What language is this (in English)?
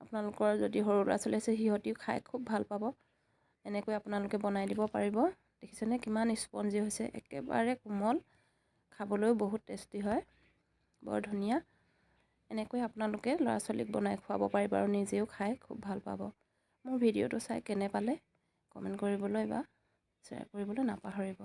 Assamese